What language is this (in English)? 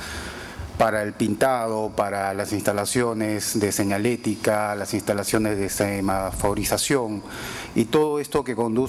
Spanish